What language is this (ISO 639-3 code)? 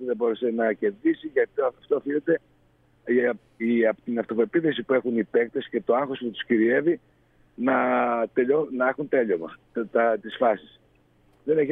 ell